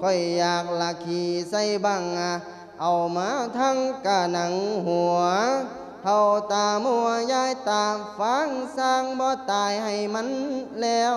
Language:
Lao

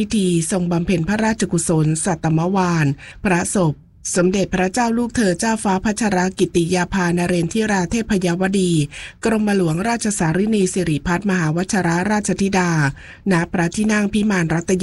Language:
Thai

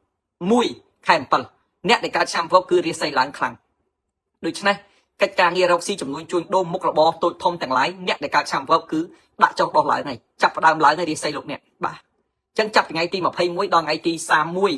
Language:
Khmer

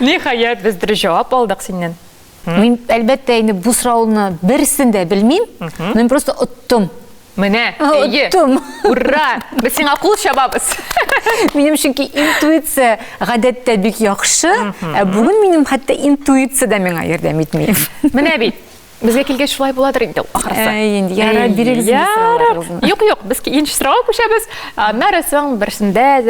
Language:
Tatar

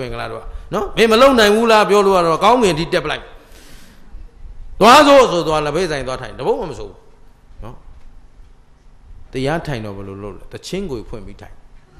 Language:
Burmese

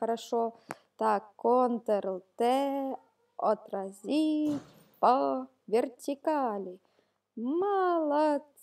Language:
Ukrainian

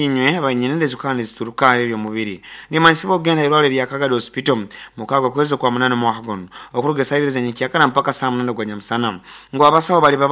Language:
Nyoro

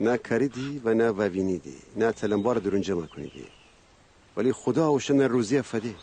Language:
Gilaki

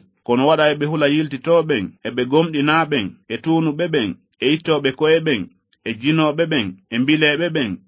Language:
Fula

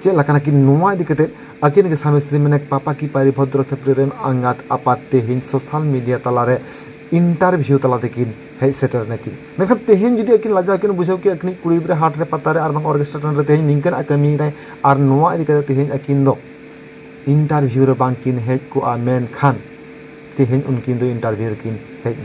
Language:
Santali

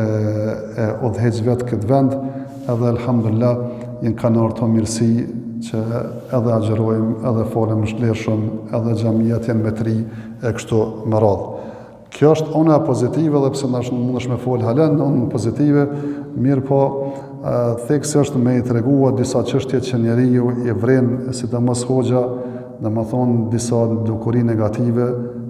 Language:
Albanian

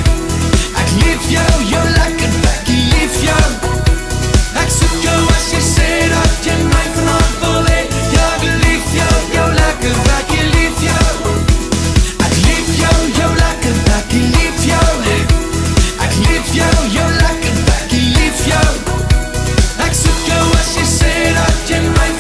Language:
Afrikaans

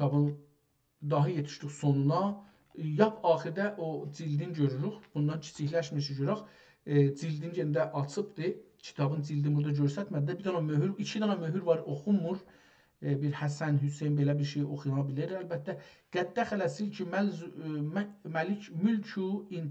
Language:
South Azerbaijani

